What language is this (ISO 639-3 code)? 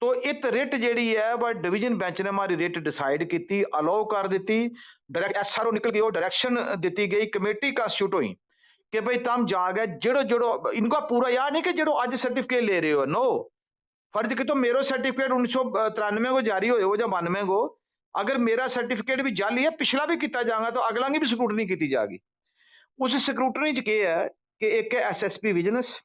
gju